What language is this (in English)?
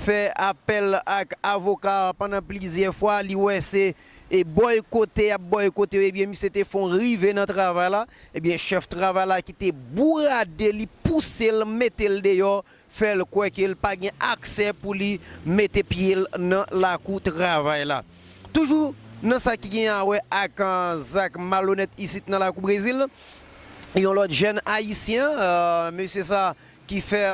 Haitian Creole